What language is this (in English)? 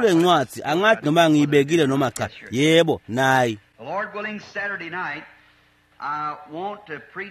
Swati